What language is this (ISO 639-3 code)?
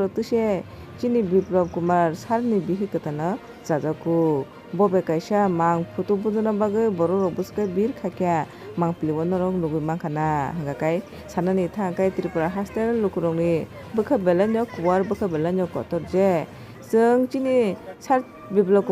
trp